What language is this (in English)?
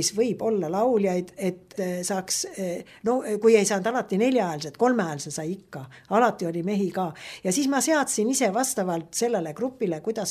Estonian